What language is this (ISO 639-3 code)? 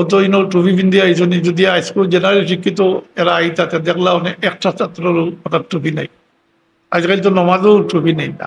syl